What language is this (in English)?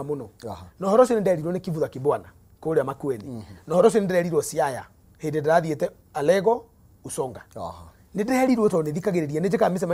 Kikuyu